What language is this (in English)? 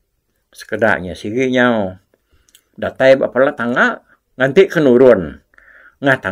Iban